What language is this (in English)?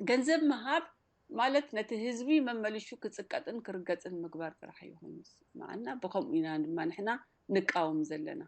Tigrinya